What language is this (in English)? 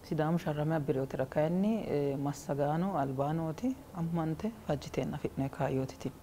Sidamo